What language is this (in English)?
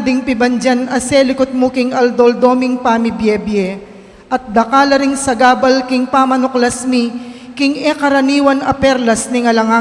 Pampanga